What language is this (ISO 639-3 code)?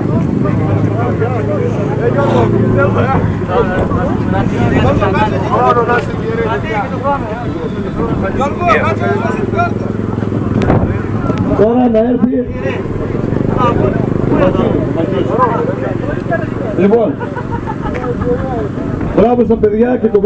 ell